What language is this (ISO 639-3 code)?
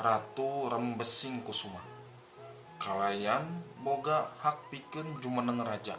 sun